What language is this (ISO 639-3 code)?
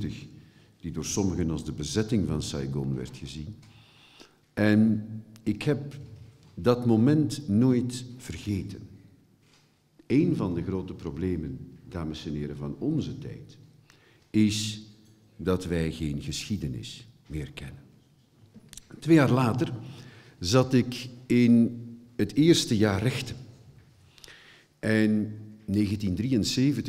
nld